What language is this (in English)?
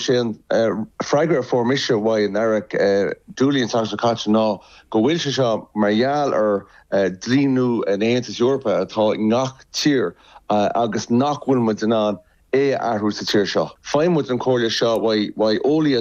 Irish